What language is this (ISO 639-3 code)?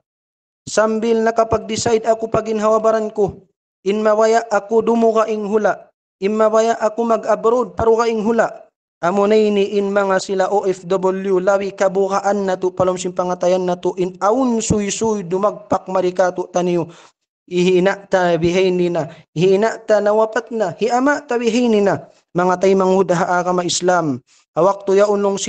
tsg